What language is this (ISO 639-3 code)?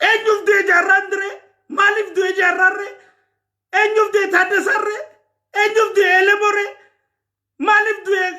orm